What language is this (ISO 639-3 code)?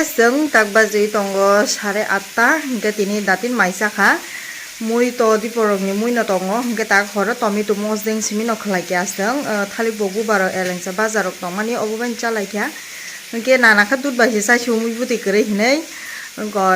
trp